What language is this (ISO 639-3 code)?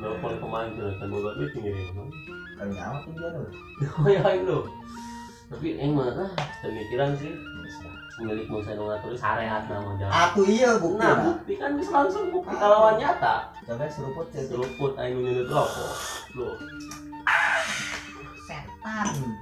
sun